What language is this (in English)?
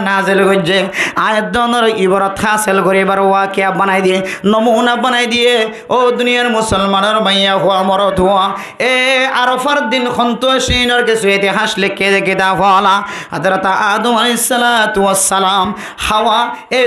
Rohingya